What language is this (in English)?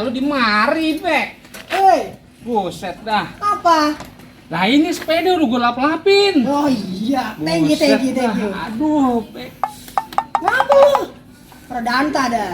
Betawi